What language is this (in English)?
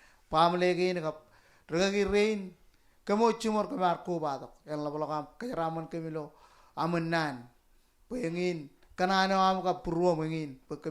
Marshallese